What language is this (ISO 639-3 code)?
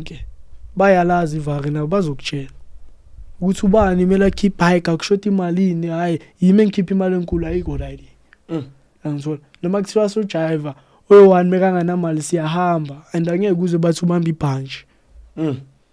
zul